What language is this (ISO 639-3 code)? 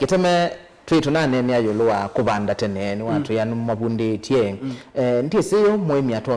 kam